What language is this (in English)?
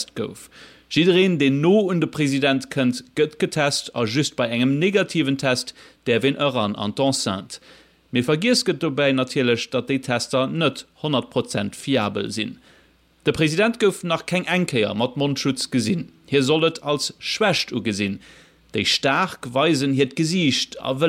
Luxembourgish